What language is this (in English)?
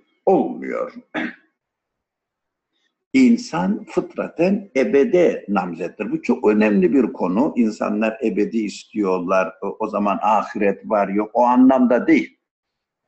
Turkish